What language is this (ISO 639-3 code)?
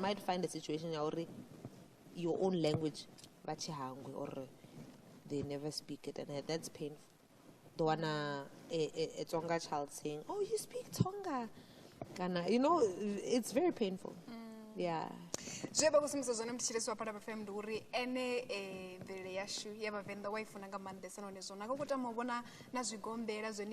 ven